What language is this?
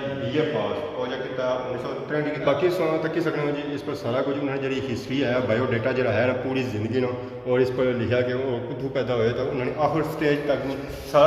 Pahari-Potwari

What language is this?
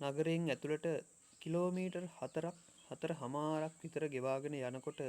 Sinhala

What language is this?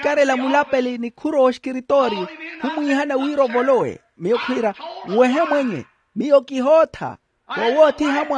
Makhuwa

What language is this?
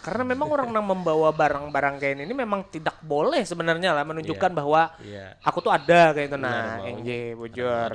Banjar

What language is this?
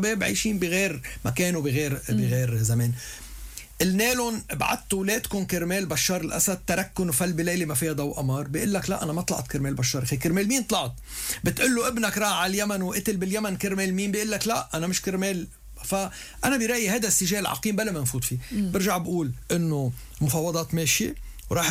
North Levantine Arabic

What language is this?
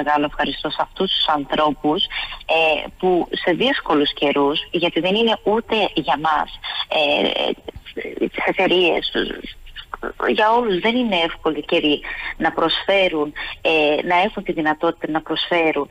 Greek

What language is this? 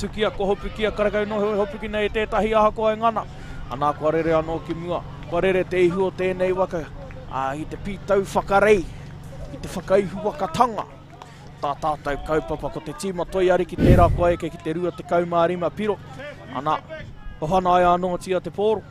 Māori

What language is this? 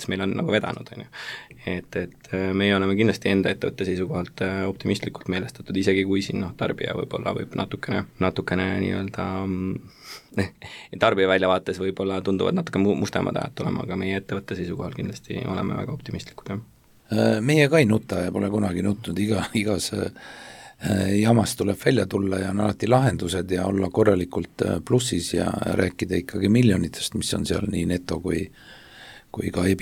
Estonian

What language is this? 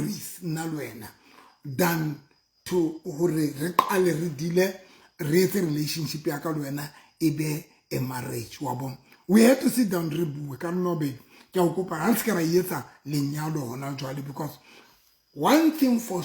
Southern Sotho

